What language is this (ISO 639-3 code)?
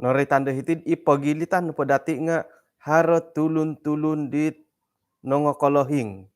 dtp